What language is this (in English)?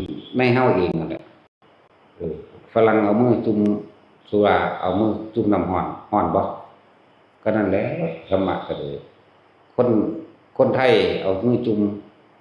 Lao